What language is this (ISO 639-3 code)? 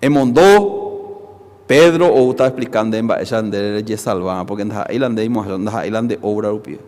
grn